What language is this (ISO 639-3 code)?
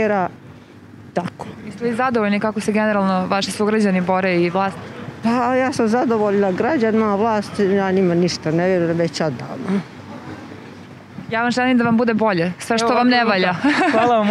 hrv